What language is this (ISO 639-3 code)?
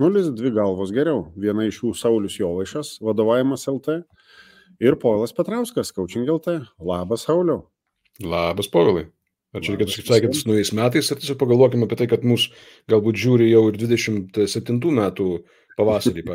lit